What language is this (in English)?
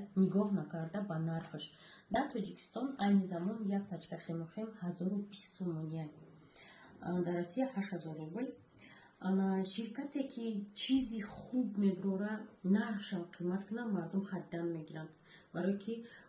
Tajik